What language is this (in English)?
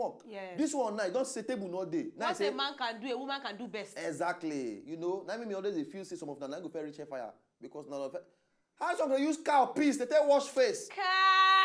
Nigerian Pidgin